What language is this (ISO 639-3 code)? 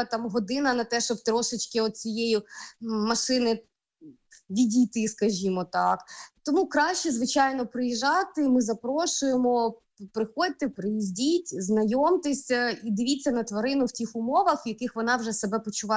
ukr